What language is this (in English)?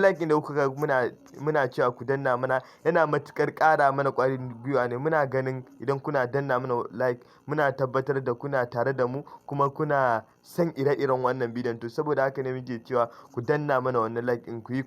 Hausa